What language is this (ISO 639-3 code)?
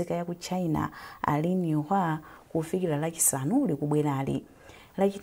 nya